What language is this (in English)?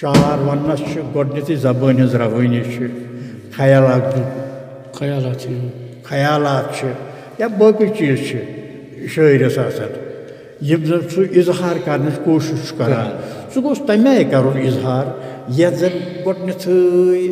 Kashmiri